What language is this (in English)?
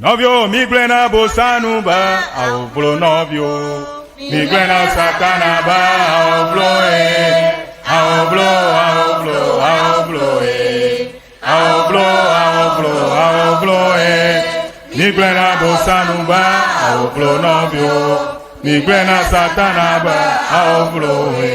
Ewe